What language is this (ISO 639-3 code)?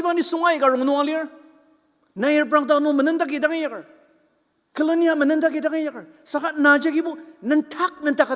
njo